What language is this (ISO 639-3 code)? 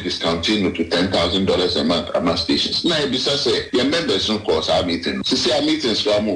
aka